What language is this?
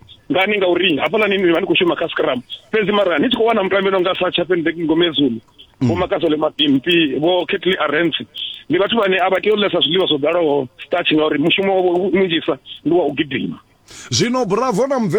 Venda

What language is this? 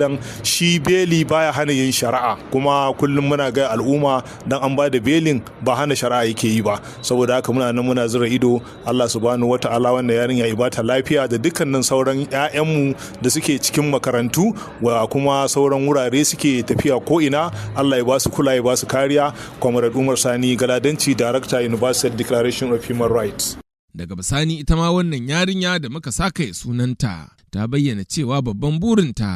Hausa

